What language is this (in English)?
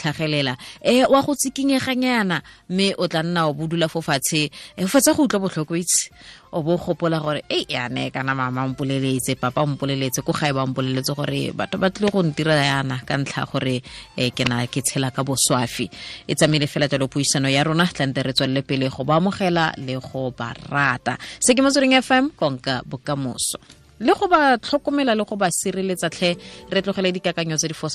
Tswana